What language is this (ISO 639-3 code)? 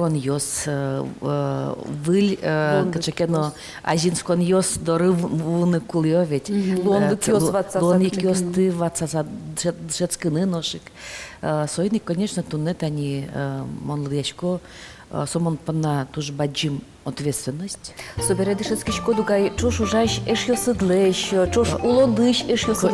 udm